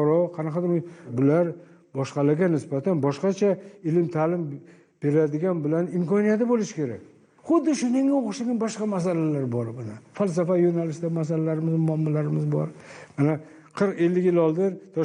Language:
Uzbek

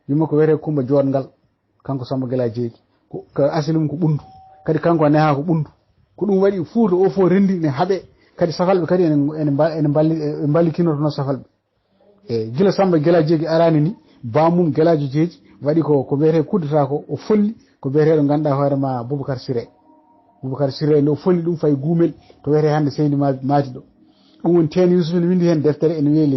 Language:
Fula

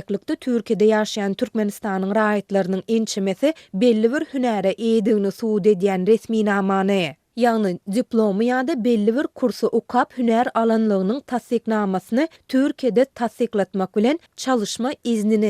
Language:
Turkmen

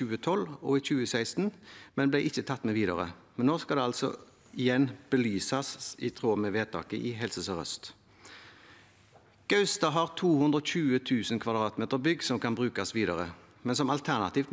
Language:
Norwegian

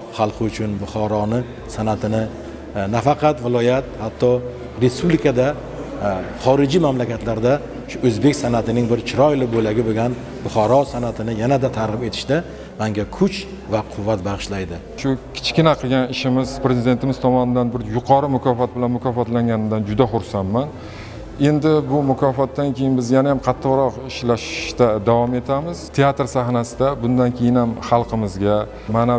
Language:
Uzbek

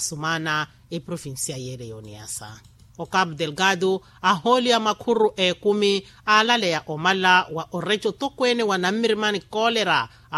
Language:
Makhuwa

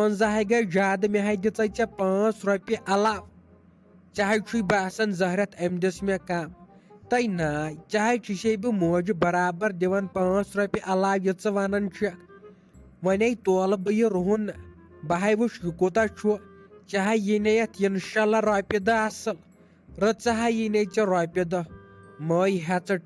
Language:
Kashmiri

